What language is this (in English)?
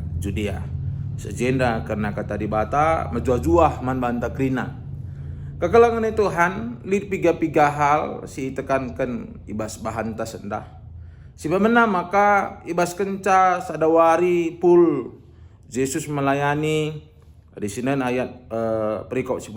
Batak Karo